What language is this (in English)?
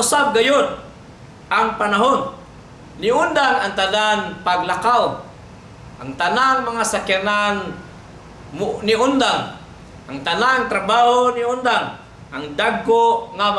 Cebuano